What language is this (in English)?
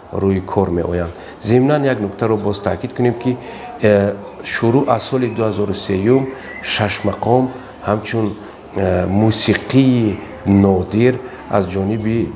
Tajik